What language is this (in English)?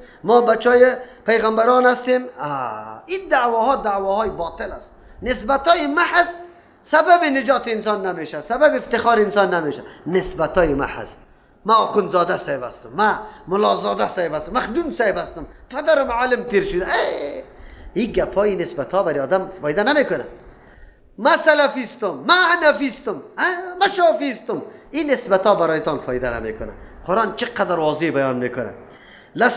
Persian